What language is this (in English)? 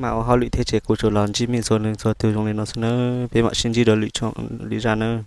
Hmong